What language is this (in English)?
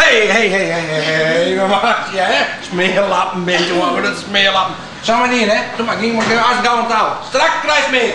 Western Frisian